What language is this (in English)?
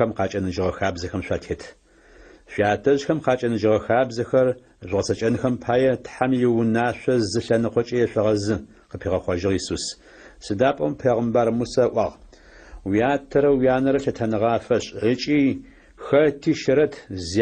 Adyghe